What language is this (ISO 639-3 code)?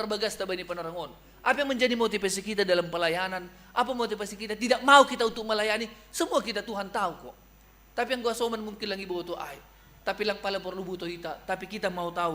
bts